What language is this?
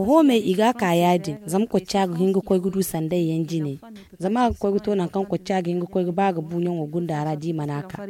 Zarma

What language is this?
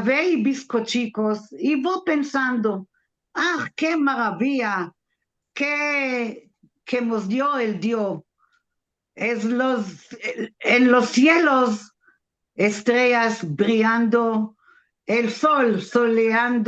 Ladino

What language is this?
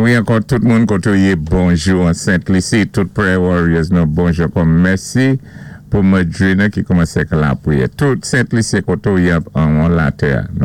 Saint Lucian Creole French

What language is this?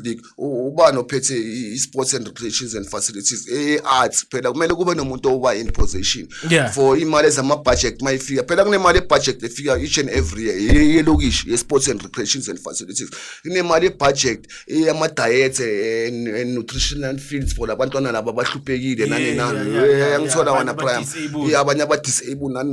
Zulu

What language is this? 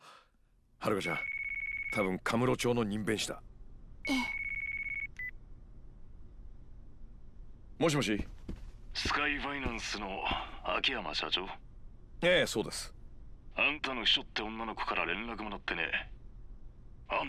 Japanese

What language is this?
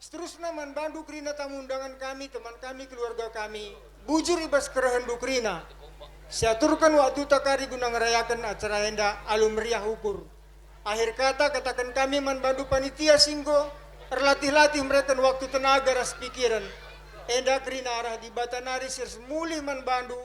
Batak Karo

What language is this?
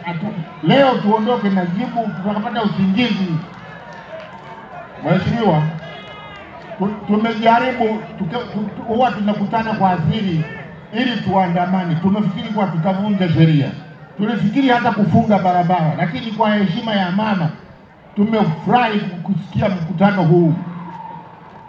Swahili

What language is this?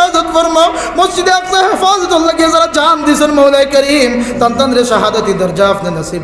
Sylheti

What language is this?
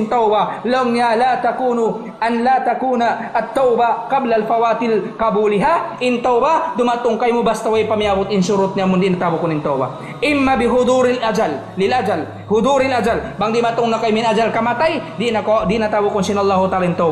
Tausug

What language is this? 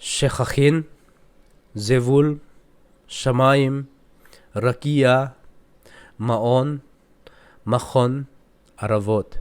Thado Chin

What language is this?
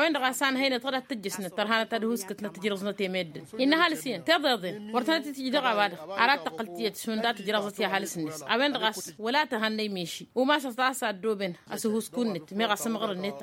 Tamasheq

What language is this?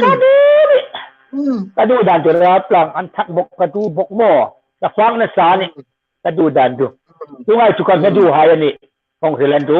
Hmar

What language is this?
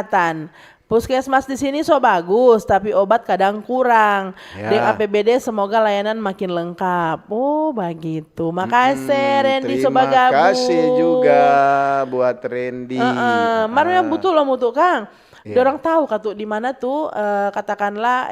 Manado Malay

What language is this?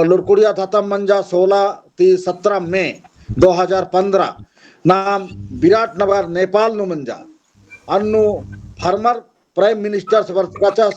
Kurukh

